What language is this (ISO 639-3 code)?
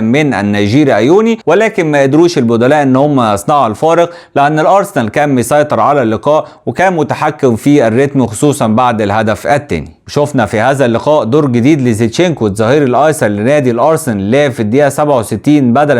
arz